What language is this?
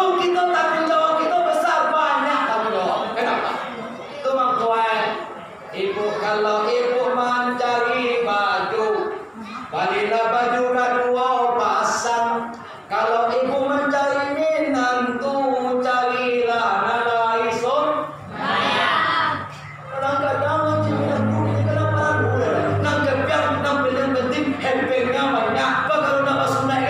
Minangkabau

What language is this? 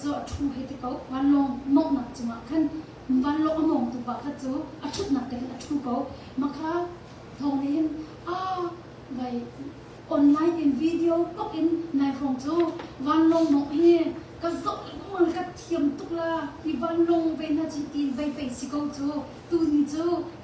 Hakha Chin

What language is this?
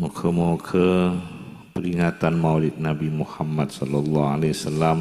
Madurese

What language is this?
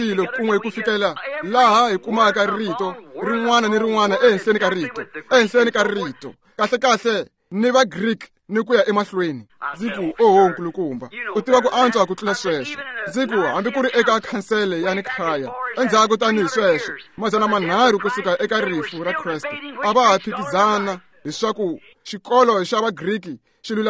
Tsonga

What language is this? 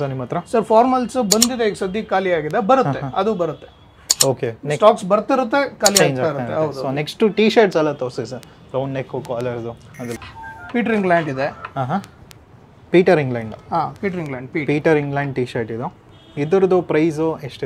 Kannada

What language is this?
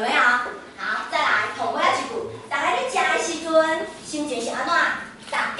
Min Nan Chinese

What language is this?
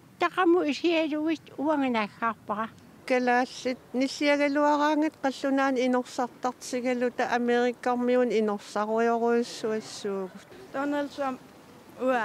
Kalaallisut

